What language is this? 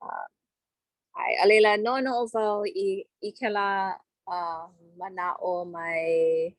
Hawaiian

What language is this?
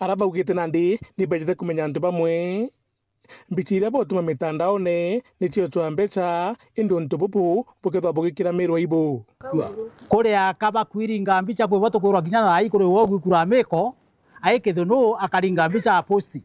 Meru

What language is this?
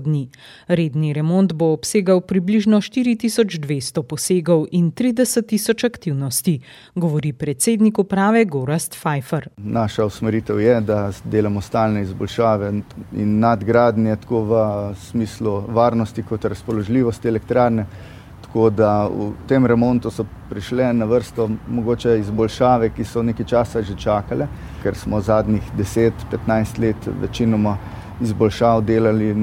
Slovenian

